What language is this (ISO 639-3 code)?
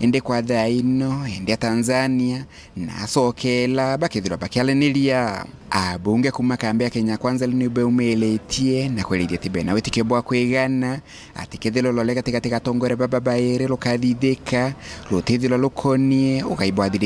mer